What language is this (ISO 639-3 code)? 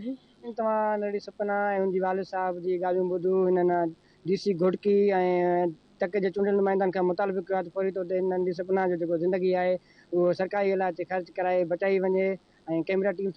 snd